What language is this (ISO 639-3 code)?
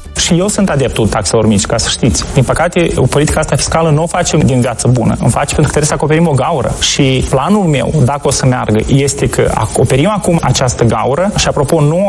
ron